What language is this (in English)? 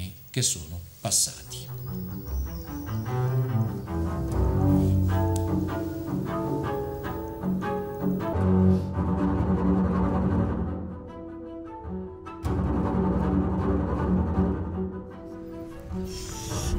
Italian